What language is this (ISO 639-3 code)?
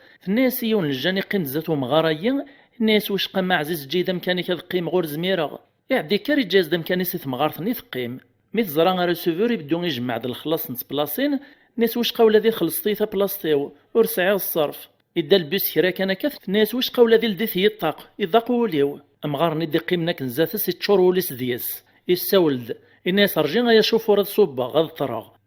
kab